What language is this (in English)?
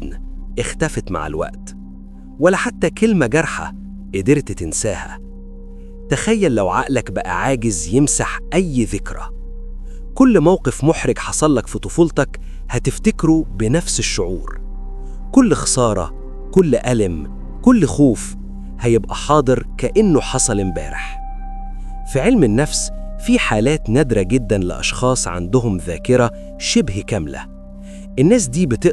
Egyptian Arabic